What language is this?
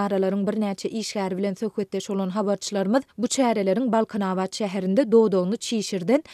Turkmen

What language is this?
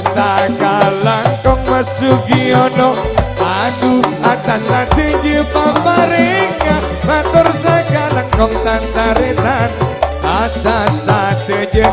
Madurese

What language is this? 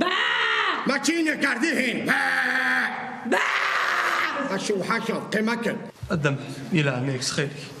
Kabyle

